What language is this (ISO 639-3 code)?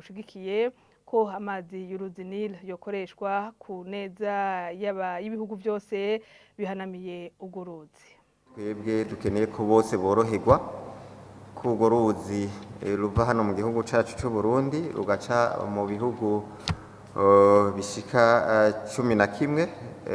run